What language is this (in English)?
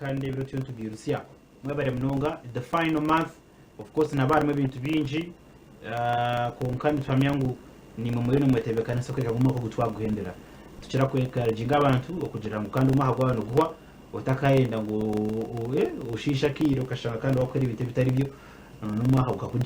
Nyankole